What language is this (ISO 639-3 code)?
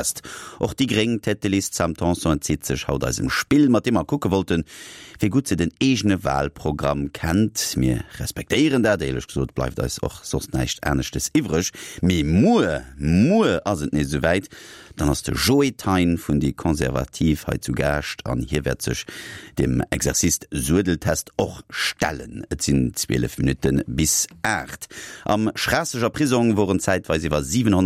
ltz